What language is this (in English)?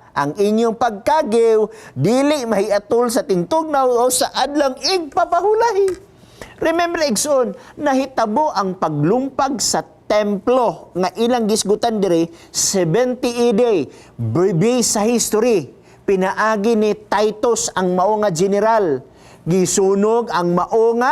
Cebuano